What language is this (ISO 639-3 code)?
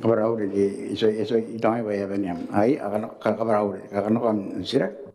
gil